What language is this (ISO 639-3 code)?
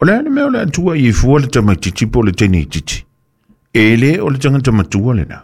smo